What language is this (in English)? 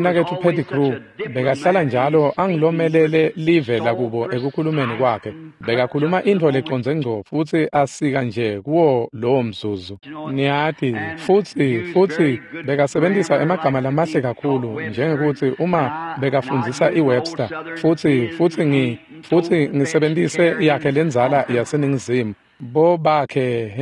Swati